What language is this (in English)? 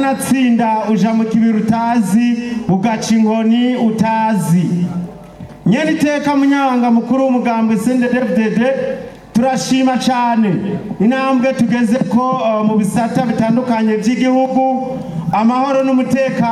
Rundi